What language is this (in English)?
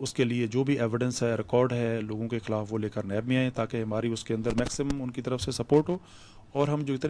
Urdu